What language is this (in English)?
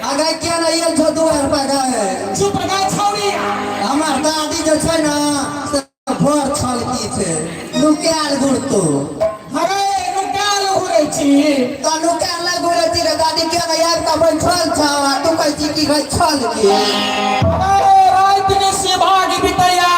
Maithili